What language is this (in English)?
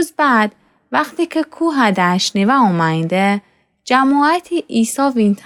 Gilaki